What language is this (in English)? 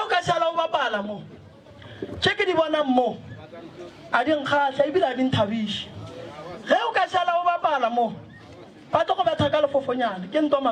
Northern Sotho